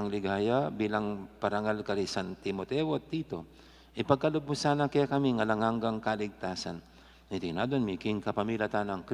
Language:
Pampanga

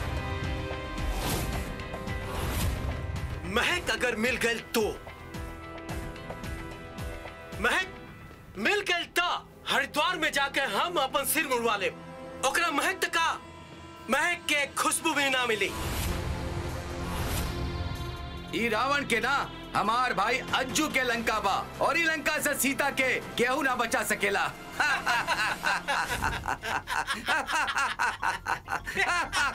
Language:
Bhojpuri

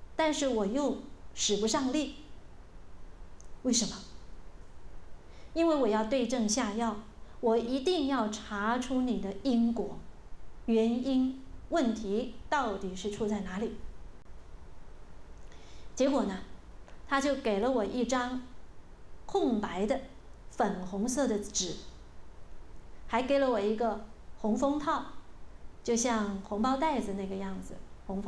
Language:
Chinese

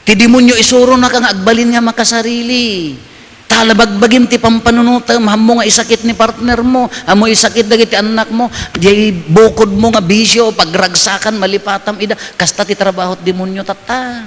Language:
Iloko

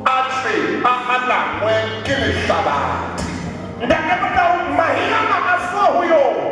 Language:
Southern Sotho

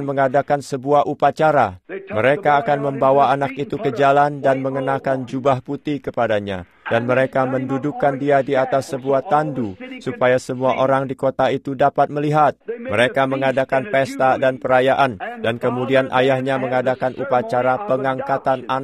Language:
Indonesian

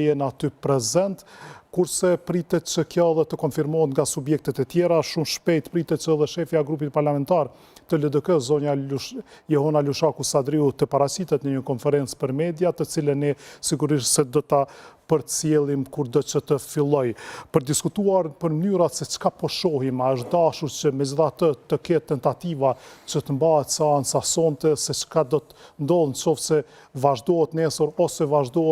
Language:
Albanian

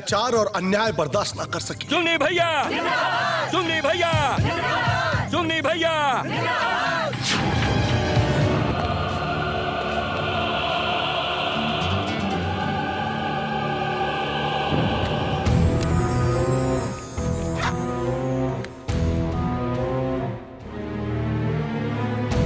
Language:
Bhojpuri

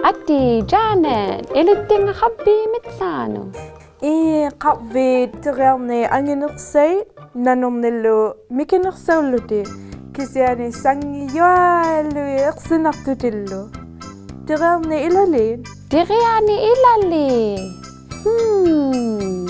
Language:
Inuktitut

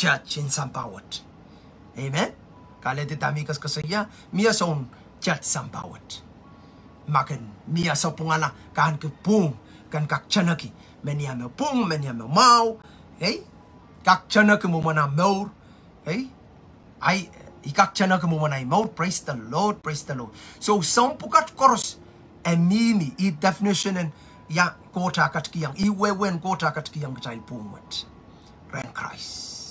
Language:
Pohnpeian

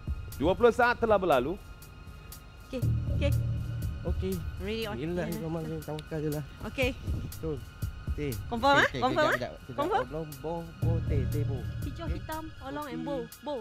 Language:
Malay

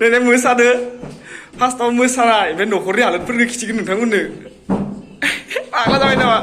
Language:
Bodo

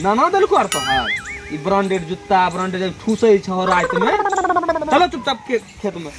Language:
Maithili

